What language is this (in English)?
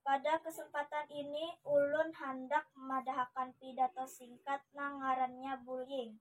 Banjar